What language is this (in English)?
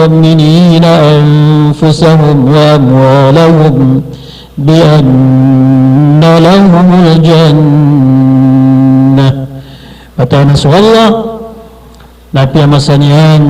Maranao